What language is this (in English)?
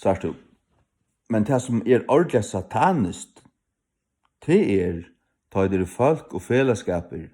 Faroese